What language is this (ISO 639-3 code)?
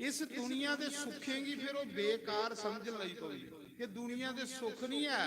doi